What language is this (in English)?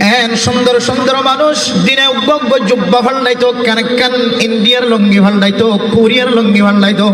Rohingya